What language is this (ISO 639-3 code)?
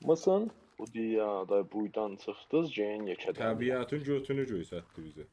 azb